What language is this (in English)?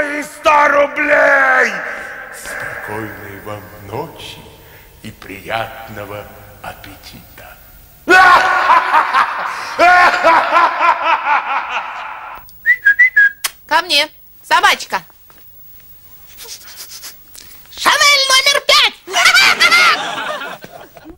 Russian